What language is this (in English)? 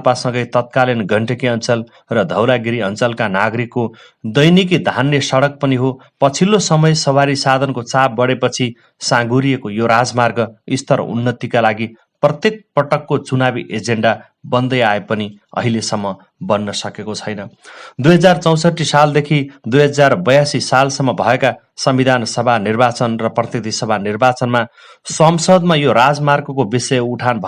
Nepali